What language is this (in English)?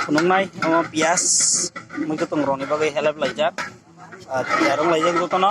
Kok Borok